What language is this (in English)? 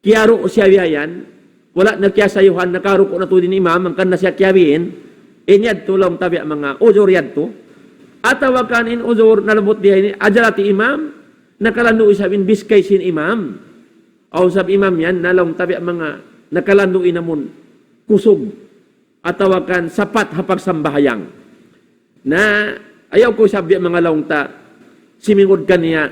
Tausug